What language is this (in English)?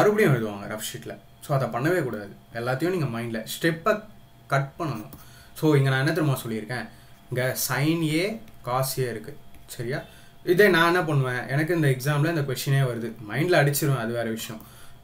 Tamil